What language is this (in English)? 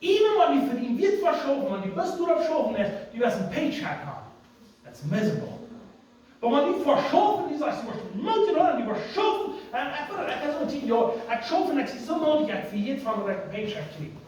Plautdietsch